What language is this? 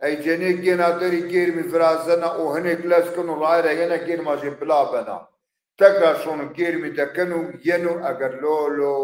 Zaza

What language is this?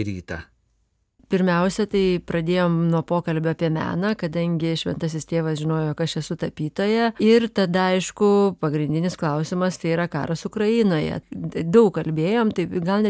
Lithuanian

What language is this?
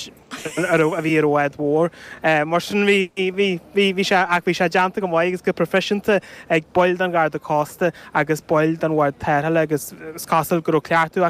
Irish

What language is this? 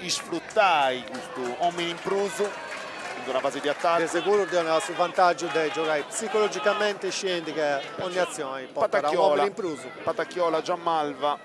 Sardinian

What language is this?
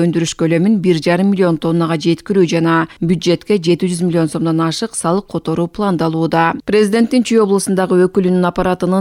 Kyrgyz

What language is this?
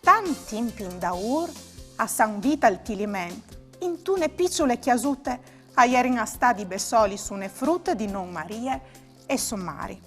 Friulian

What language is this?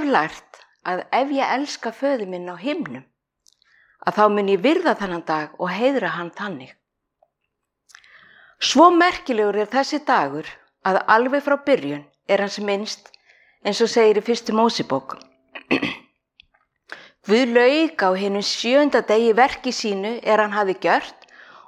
Icelandic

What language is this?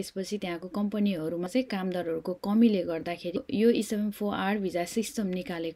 Nepali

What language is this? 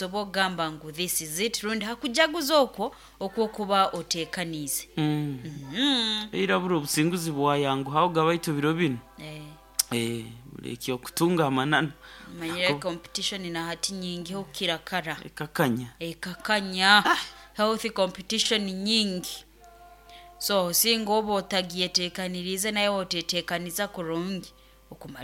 Nyoro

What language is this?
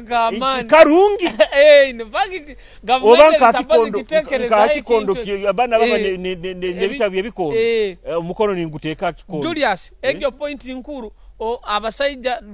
Nyoro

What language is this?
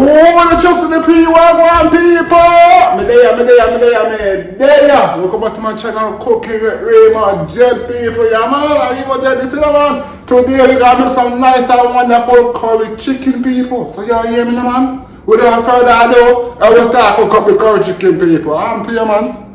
Jamaican Creole English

